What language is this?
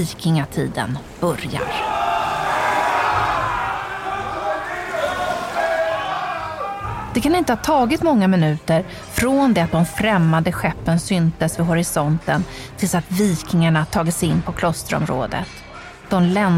Swedish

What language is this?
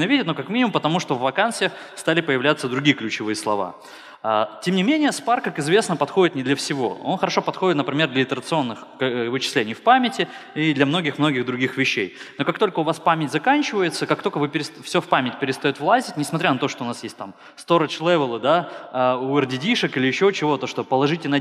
Russian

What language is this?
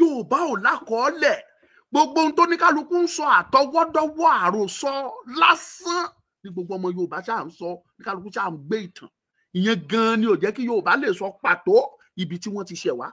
Yoruba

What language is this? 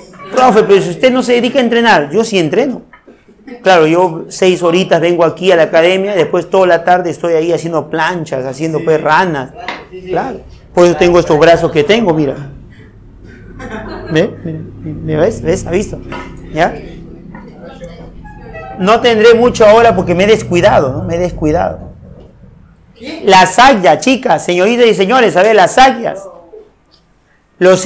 Spanish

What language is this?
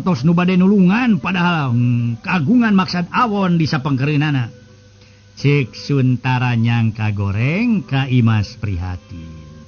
Sundanese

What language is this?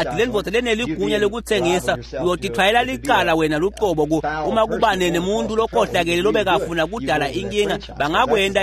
Swati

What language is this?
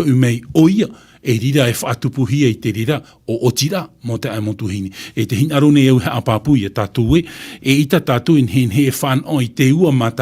Tahitian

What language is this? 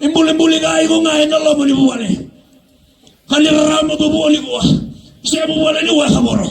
Fijian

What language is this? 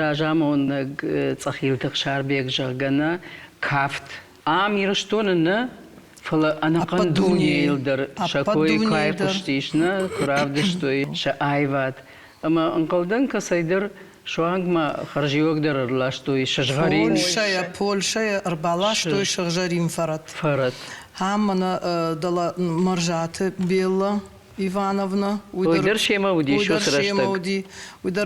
Ossetic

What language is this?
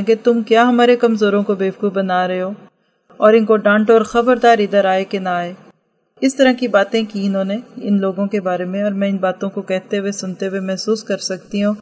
Urdu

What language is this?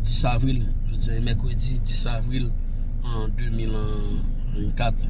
Haitian Creole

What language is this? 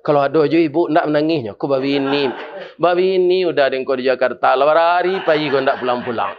Minangkabau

